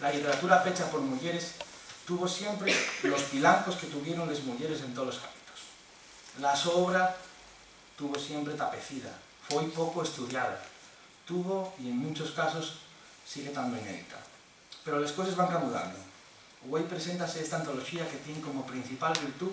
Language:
Asturian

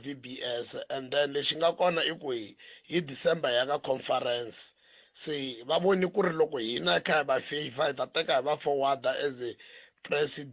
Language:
Tsonga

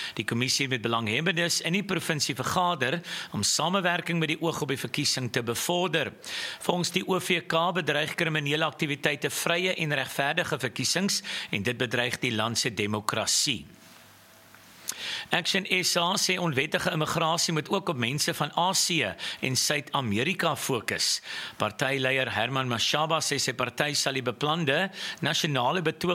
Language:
Afrikaans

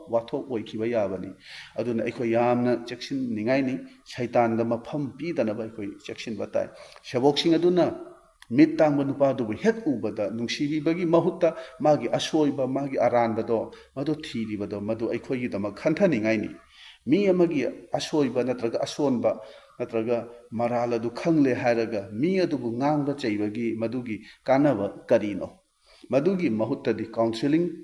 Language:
Manipuri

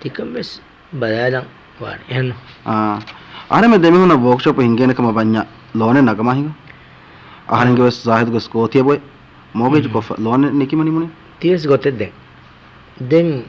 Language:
Divehi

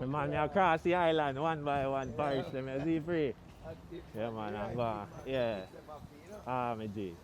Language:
Jamaican Creole English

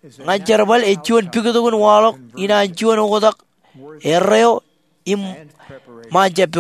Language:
Marshallese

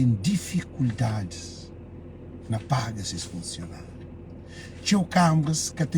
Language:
Kabuverdianu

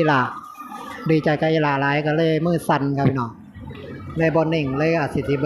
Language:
Northeastern Thai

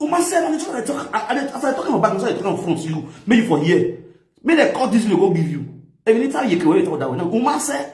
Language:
Nigerian Pidgin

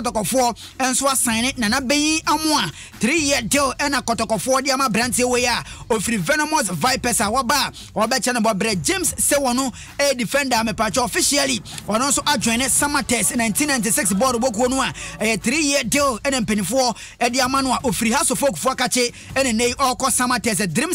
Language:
Akan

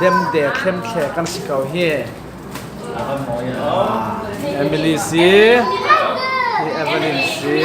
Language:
Falam Chin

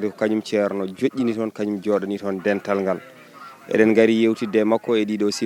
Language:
Fula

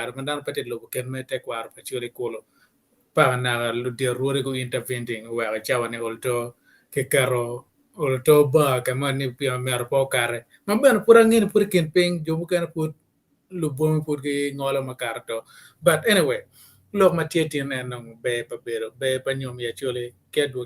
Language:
Acoli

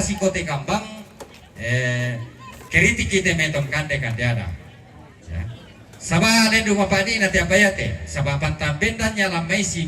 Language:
Toraja-Sa'dan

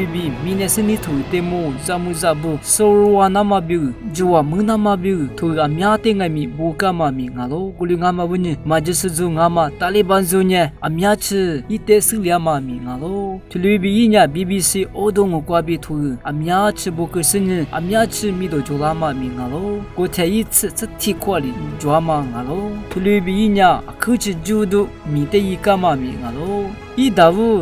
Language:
Lisu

